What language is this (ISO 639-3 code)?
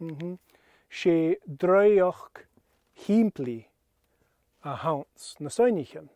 gla